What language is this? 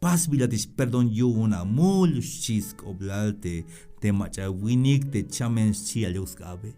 Tzeltal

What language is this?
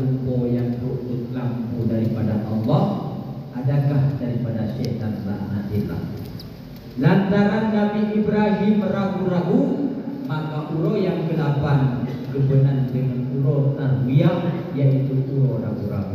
Achinese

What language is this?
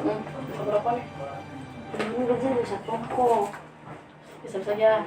Ambonese Malay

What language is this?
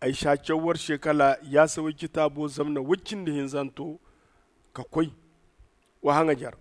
Zarma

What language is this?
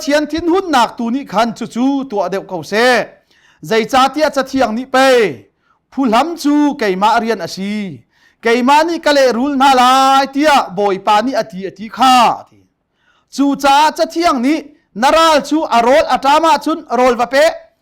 Hakha Chin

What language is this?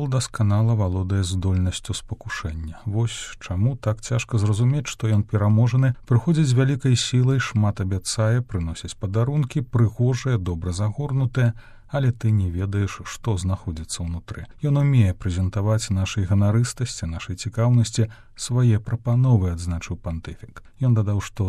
Belarusian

